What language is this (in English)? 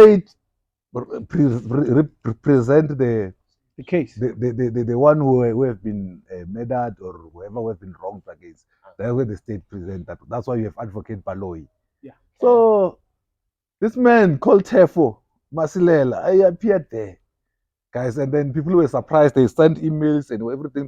Venda